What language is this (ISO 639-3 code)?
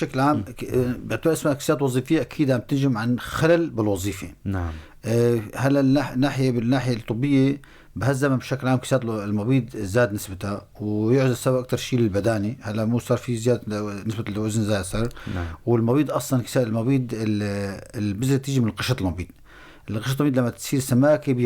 apc